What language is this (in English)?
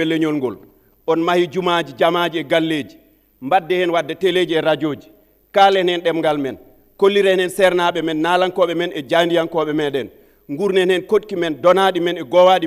Fula